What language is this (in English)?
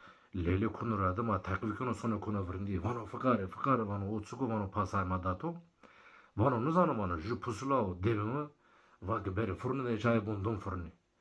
Zaza